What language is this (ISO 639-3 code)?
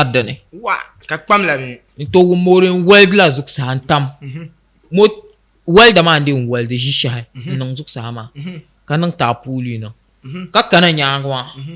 dag